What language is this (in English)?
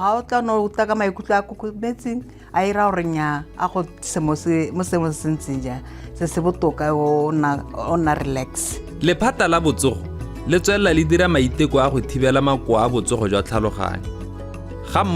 Tswana